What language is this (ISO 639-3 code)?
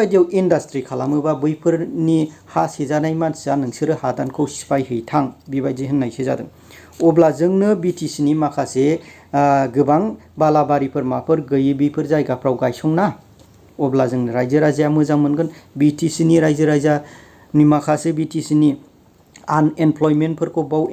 brx